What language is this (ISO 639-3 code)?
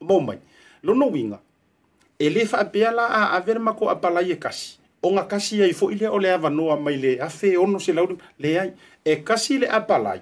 smo